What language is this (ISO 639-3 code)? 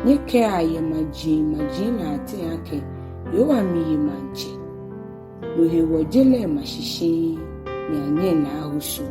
gaa